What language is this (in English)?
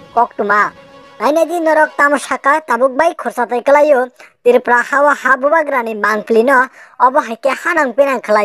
Kok Borok